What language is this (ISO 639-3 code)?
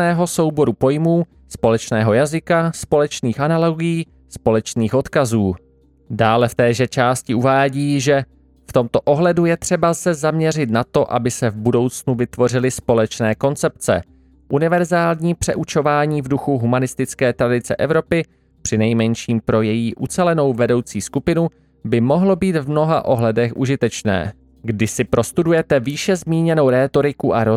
ces